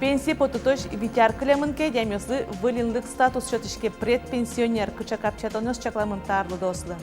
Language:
Udmurt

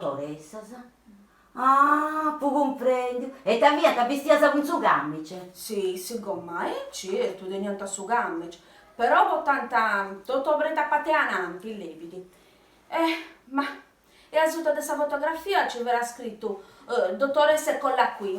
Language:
Sardinian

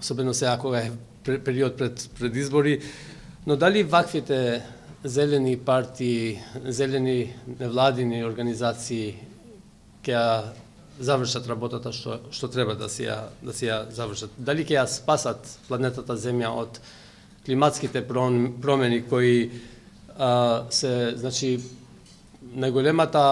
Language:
Macedonian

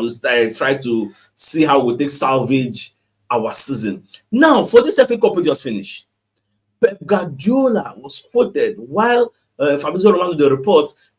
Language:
Nigerian Pidgin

